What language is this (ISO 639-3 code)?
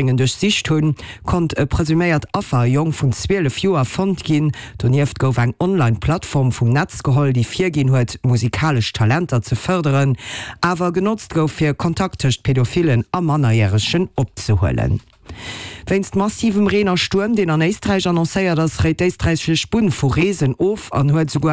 ltz